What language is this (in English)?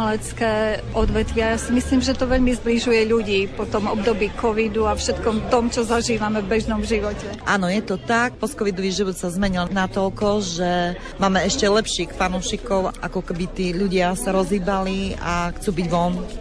Slovak